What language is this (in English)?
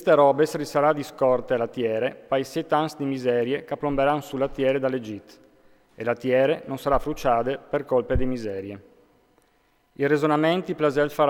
Friulian